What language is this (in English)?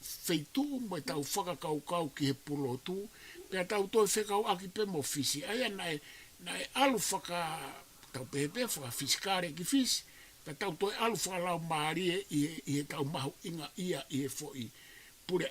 Tongan